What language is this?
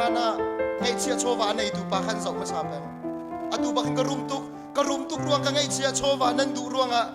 Hakha Chin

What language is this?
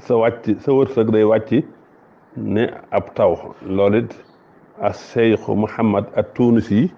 Wolof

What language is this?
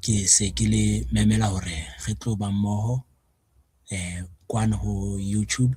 Southern Sotho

